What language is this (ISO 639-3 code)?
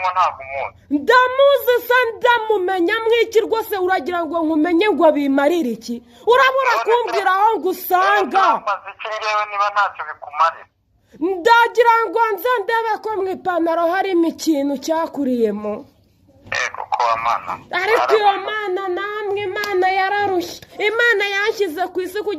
kin